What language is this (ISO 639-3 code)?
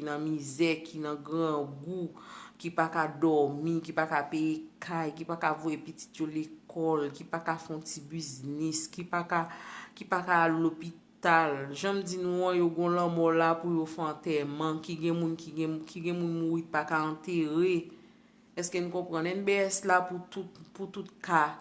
hat